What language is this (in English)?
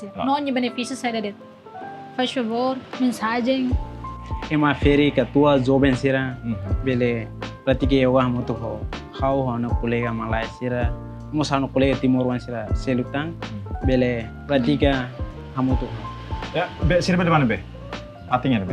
Tetum